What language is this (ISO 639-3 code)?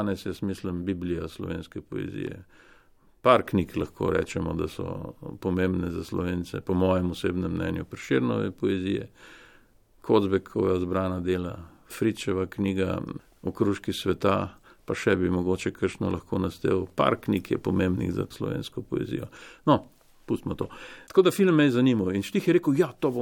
slv